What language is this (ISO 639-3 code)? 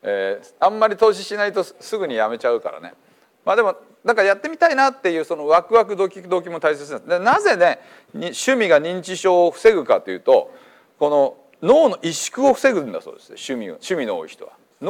jpn